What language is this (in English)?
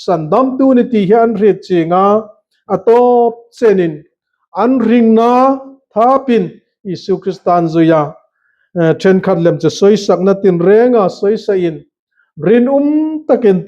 Hmar